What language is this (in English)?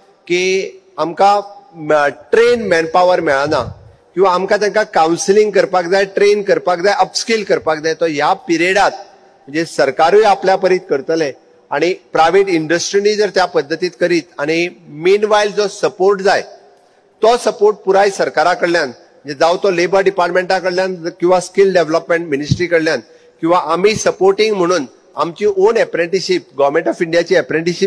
Konkani